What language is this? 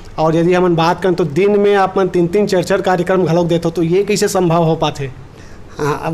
Chhattisgarhi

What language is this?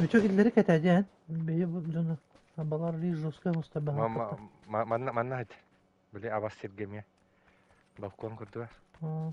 Yakut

